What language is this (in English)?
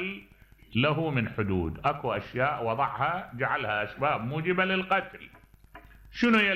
Mesopotamian Arabic